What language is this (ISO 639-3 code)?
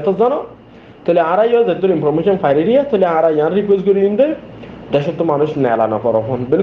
rhg